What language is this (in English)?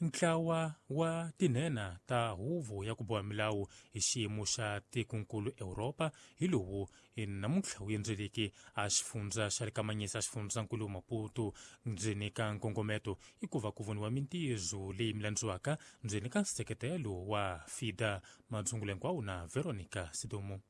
Tsonga